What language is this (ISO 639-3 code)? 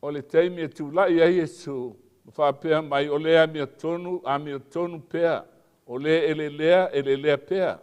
smo